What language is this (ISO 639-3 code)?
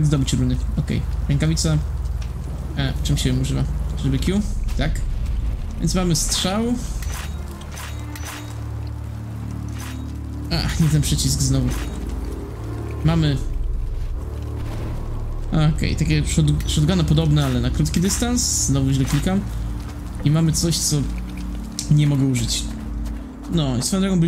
pol